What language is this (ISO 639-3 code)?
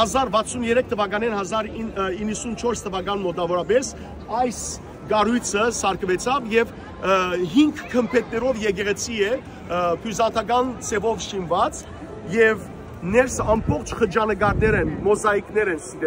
hyw